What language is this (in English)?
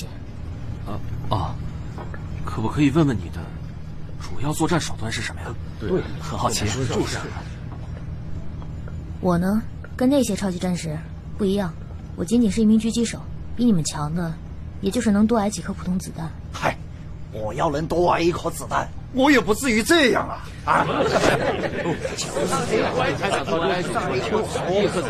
Chinese